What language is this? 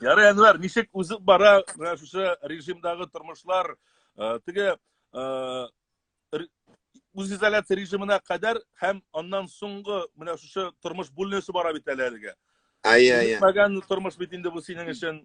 Tatar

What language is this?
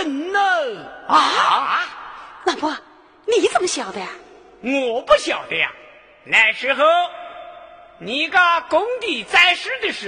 Chinese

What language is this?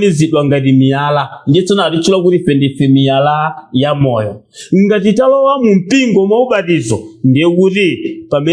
Nyanja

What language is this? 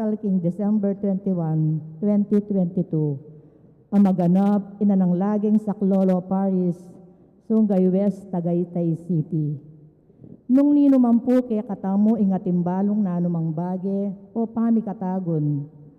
Pampanga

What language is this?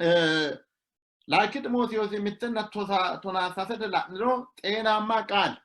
Sidamo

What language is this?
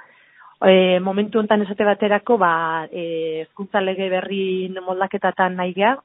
Basque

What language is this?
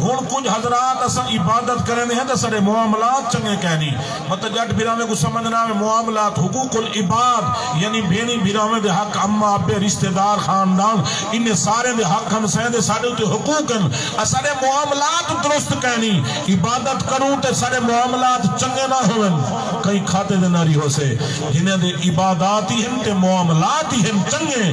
Saraiki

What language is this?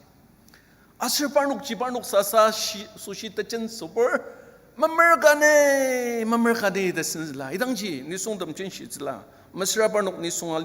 Ao Naga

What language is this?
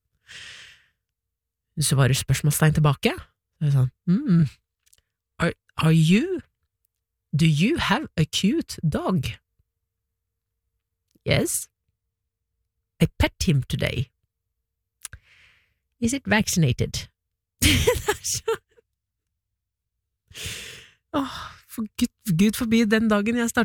Norwegian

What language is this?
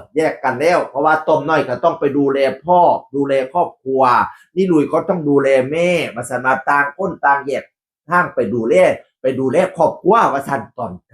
Northeastern Thai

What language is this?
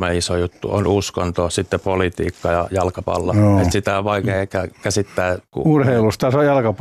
Finnish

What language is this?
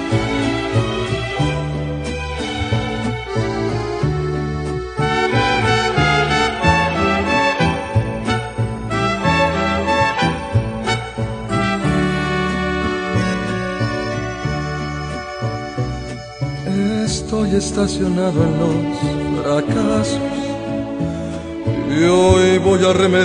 Spanish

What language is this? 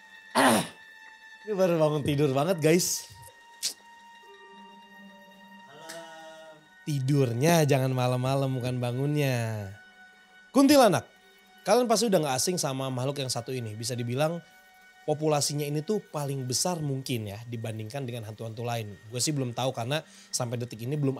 Indonesian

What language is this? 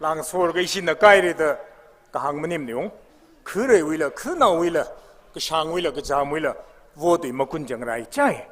Tangkhul Naga (India)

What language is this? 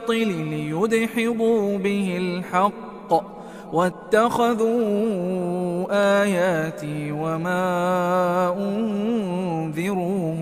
Arabic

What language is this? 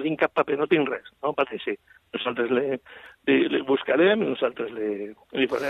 Catalan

